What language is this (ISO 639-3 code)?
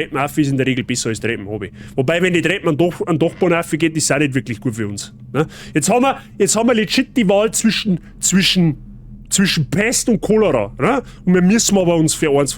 bar